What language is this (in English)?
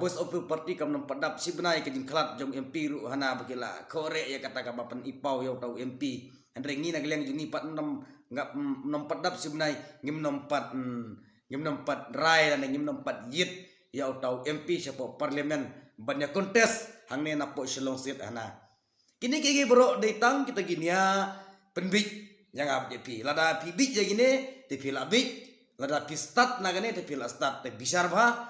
Khasi